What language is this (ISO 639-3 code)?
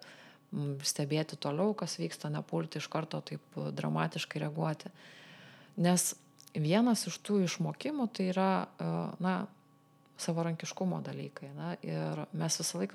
lit